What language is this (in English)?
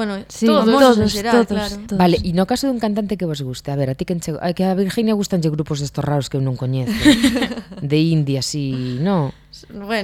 Galician